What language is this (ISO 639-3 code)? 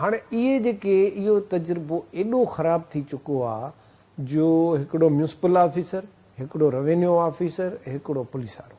snd